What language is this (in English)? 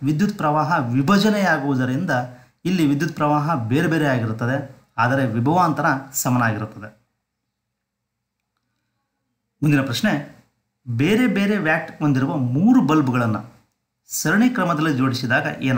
Kannada